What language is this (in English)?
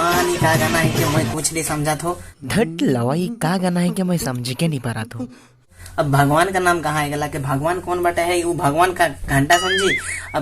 Sadri